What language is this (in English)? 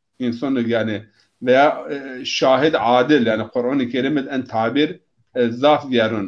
Zaza